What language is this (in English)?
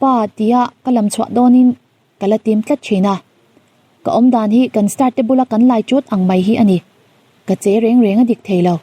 Mizo